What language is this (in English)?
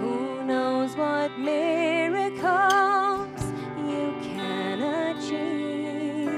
Faroese